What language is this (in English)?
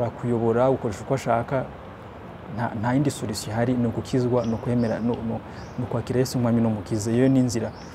Kinyarwanda